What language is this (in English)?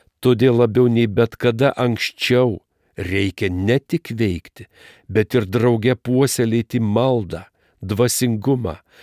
Lithuanian